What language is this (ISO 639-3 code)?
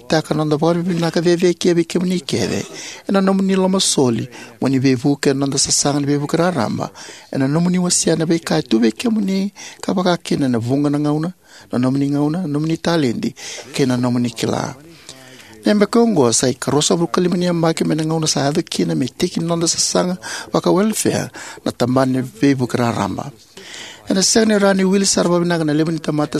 fij